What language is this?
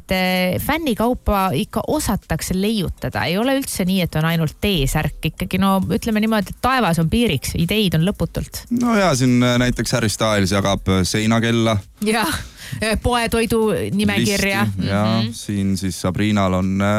Estonian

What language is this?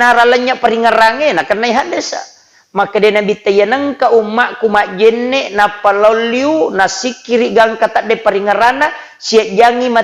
Buginese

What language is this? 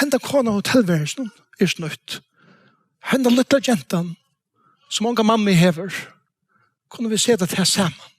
Faroese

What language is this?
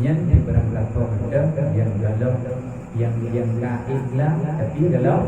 Achinese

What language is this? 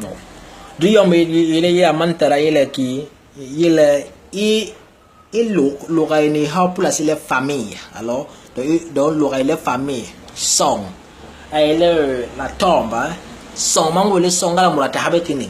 Basaa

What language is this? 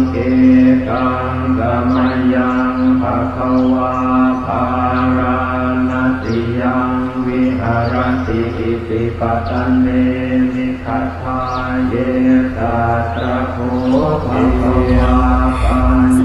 Lao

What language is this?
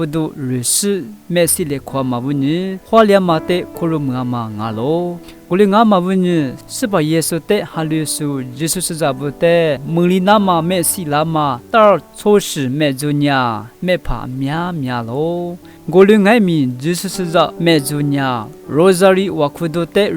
Lisu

